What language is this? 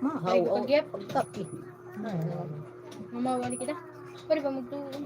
Waray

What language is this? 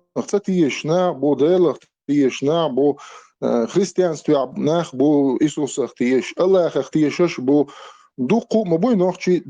Chechen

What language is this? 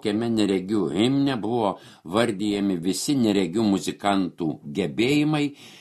Lithuanian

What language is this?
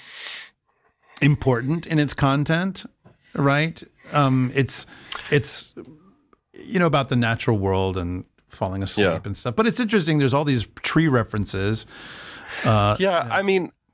English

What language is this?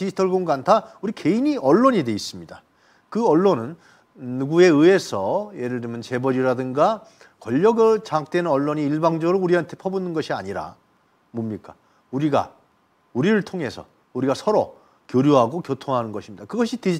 Korean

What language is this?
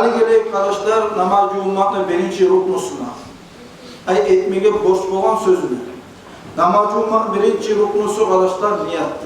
Kumyk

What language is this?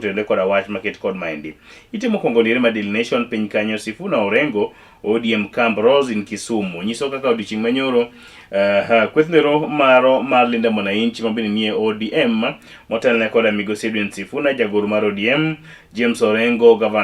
Luo (Kenya and Tanzania)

